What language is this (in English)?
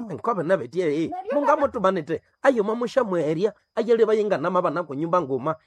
Nande